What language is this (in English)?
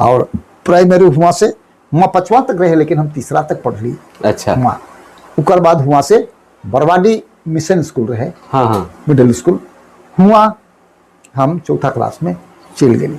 Sadri